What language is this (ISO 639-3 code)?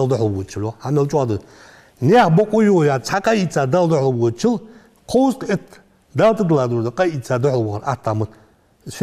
inh